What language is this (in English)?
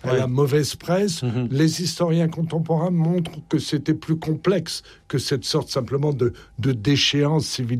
French